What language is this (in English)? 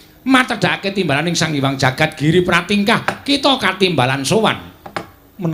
Javanese